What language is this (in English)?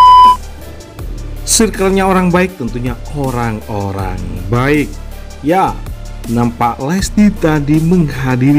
Indonesian